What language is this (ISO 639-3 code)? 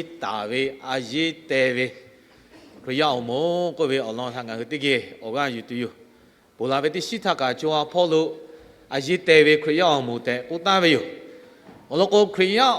lhu